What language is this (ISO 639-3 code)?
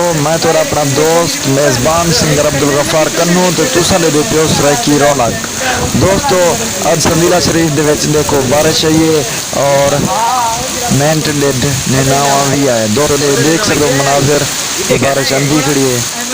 skr